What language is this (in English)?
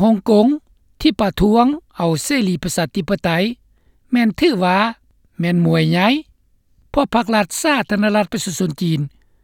Lao